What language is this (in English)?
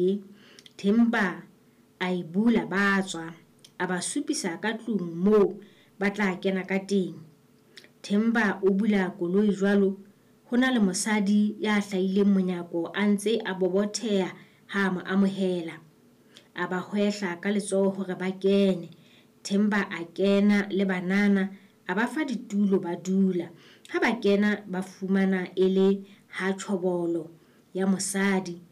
Southern Sotho